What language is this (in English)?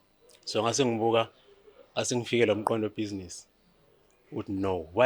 Zulu